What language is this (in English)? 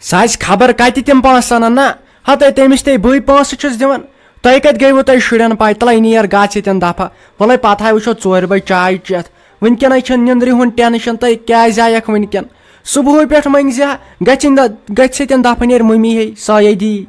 Kashmiri